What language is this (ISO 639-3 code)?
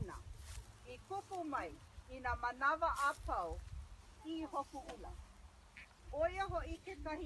haw